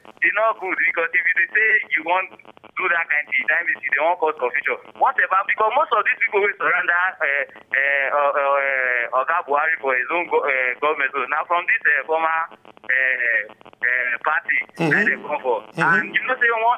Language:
Nigerian Pidgin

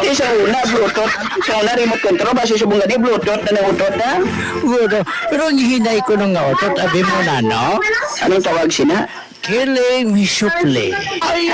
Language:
Hiligaynon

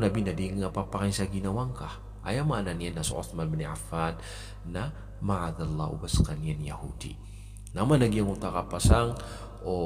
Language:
Maranao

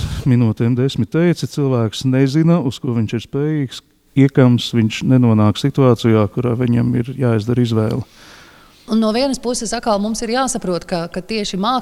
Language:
Latvian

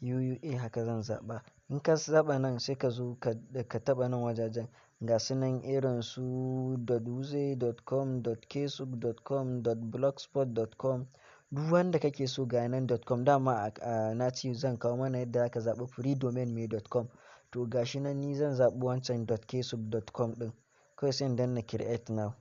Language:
Hausa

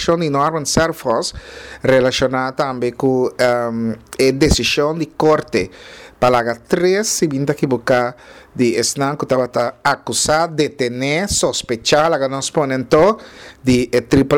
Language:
Papiamento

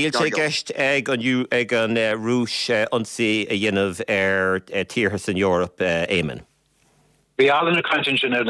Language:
Irish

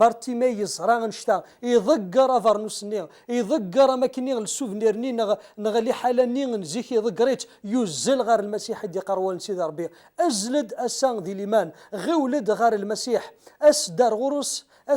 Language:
Kabyle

